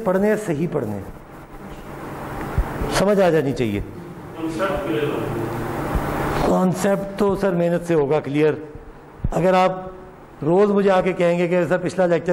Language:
Urdu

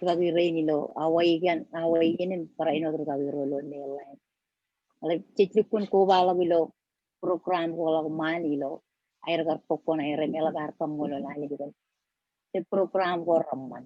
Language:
Marshallese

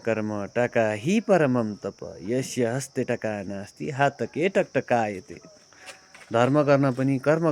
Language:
Nepali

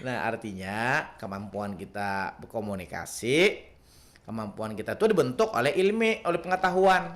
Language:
Banjar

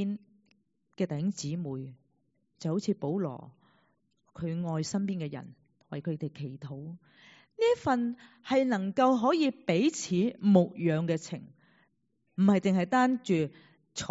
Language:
Cantonese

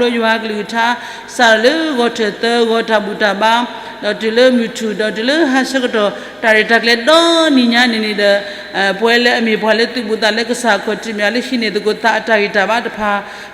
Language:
S'gaw Karen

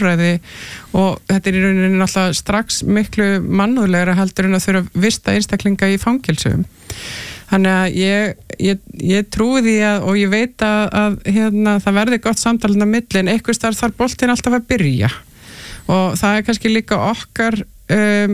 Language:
Icelandic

